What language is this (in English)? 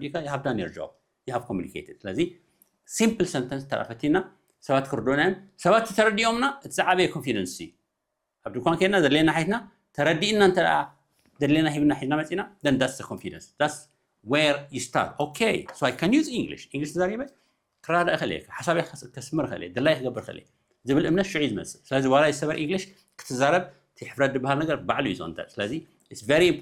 Tigrinya